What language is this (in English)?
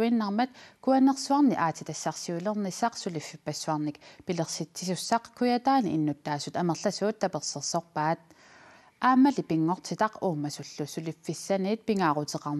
Kalaallisut